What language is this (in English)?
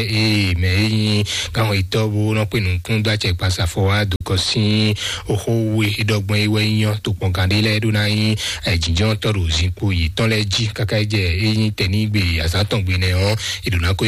Fon